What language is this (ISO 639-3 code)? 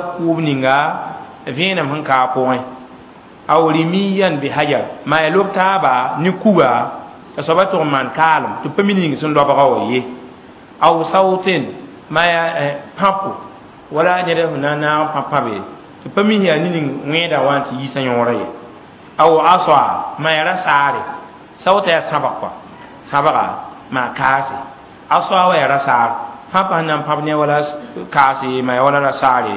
mos